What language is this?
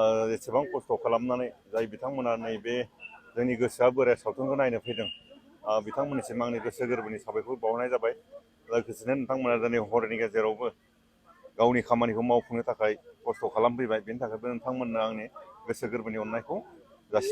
Bodo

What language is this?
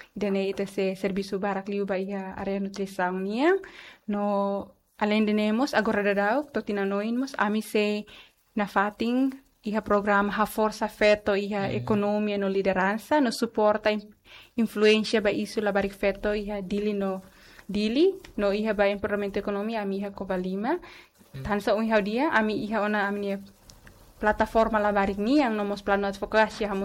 Tetum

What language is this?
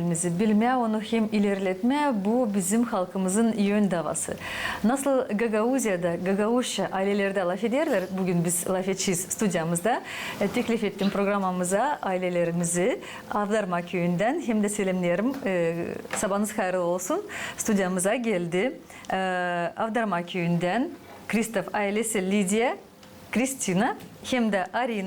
Gagauz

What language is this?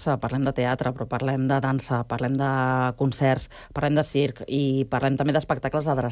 Catalan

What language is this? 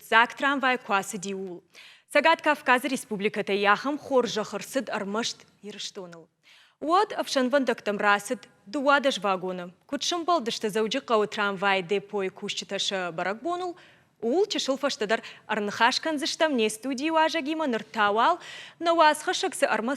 Ossetic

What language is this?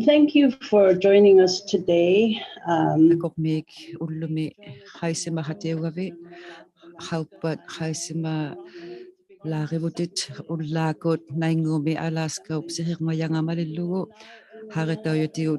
Inuktitut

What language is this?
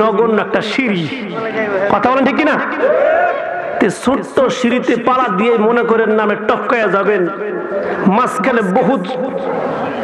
Bangla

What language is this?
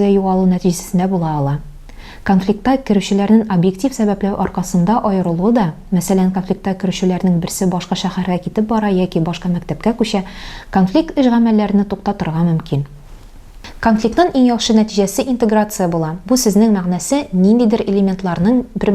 Tatar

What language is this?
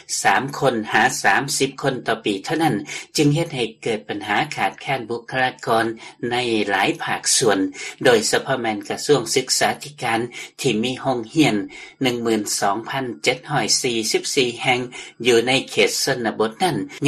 Lao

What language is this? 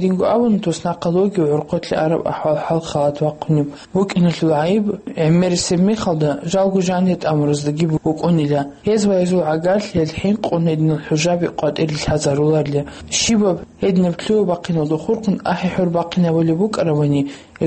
Avaric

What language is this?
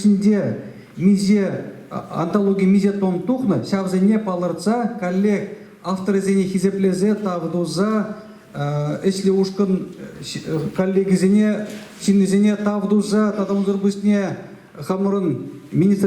Chuvash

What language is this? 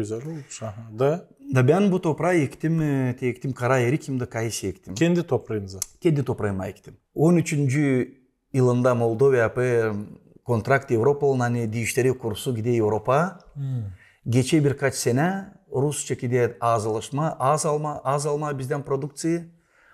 Gagauz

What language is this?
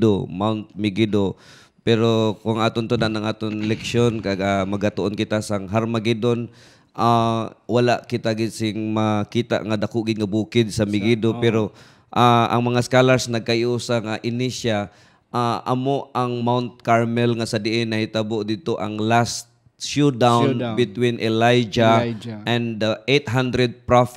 Hiligaynon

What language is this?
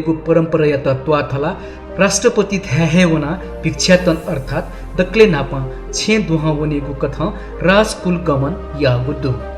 Newari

